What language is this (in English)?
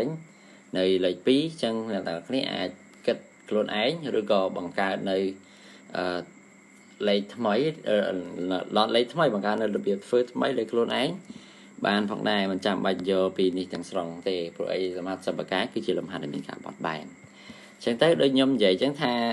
Khmer